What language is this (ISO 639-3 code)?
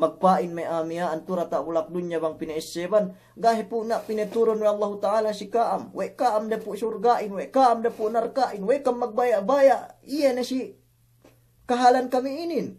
yka